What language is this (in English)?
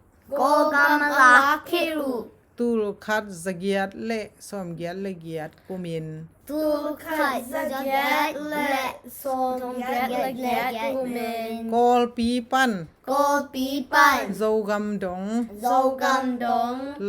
Tedim Chin